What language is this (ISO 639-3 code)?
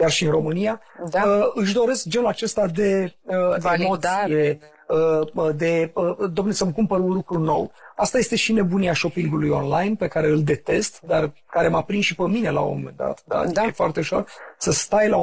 ron